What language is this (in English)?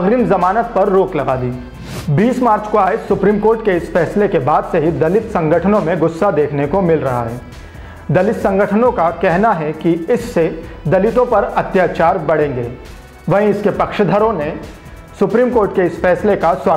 Hindi